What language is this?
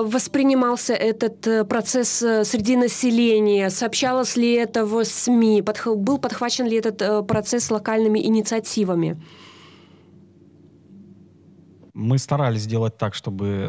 Russian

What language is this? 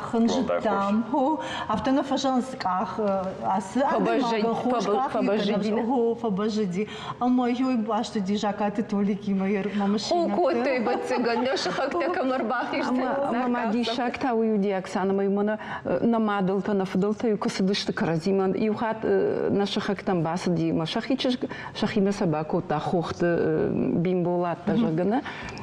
Ossetic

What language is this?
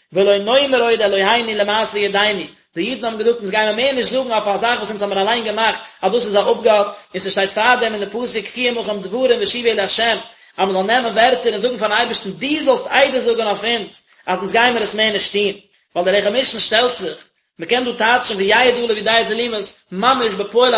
Yiddish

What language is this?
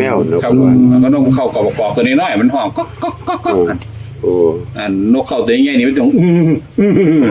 Northeastern Thai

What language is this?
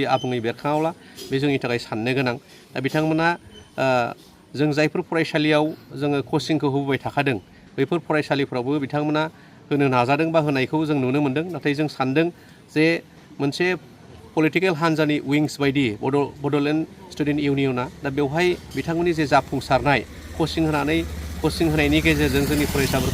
Bodo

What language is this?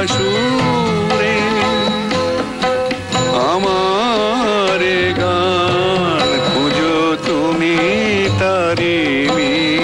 Bangla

